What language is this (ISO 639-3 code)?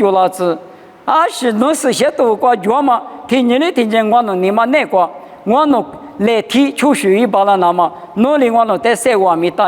lis